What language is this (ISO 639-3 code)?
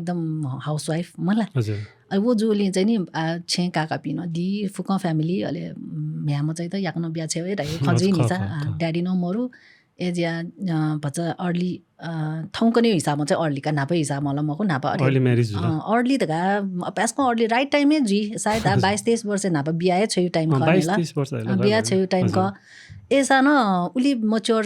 new